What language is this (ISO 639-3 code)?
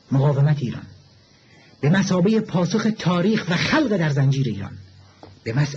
fas